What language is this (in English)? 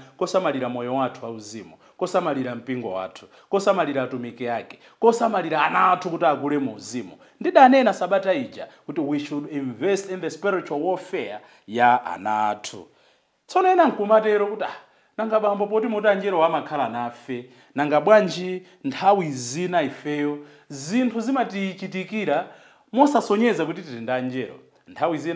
Nyanja